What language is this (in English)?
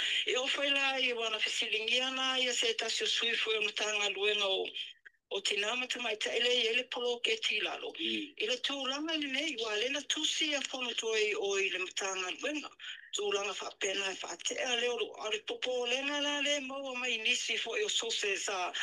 Samoan